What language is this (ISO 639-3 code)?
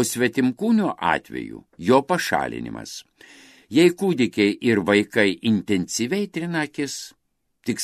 lit